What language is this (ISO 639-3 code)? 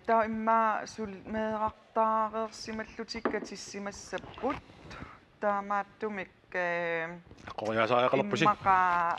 kal